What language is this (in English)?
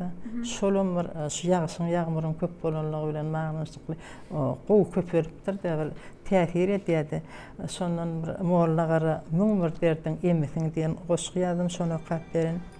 Turkmen